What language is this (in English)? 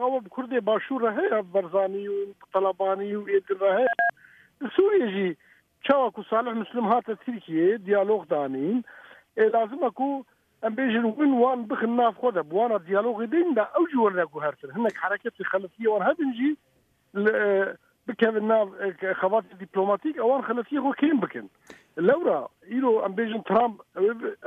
Kurdish